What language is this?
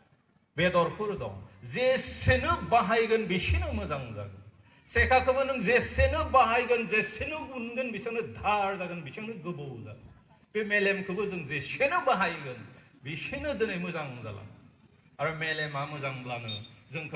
Bodo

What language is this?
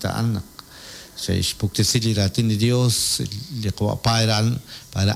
Kekchí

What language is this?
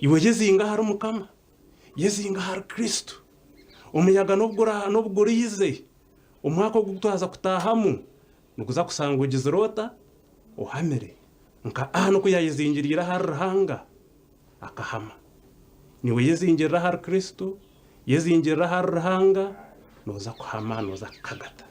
Nyankole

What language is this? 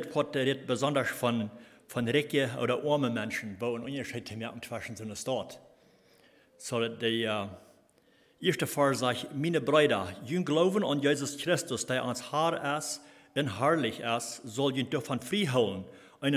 Plautdietsch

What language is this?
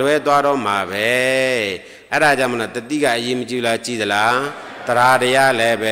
Burmese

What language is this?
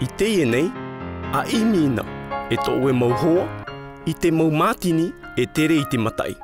Tahitian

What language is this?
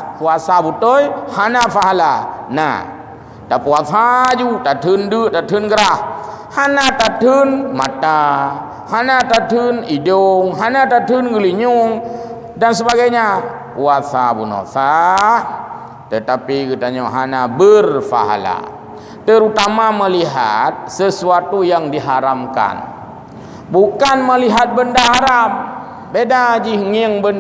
Achinese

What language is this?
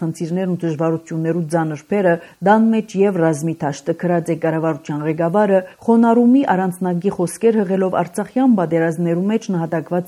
Armenian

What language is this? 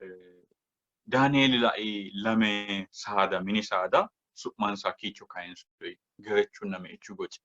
Sidamo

